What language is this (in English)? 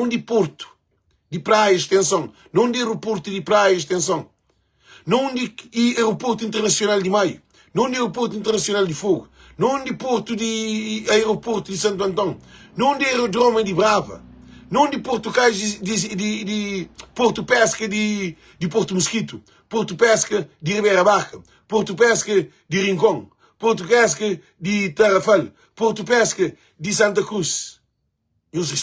Kabuverdianu